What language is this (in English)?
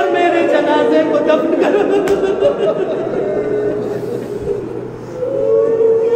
Urdu